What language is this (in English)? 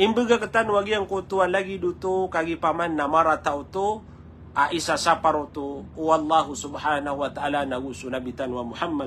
Maranao